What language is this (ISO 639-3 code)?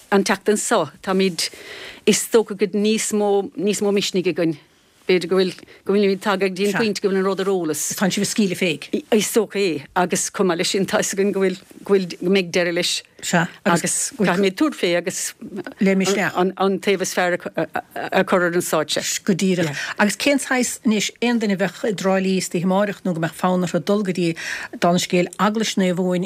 gle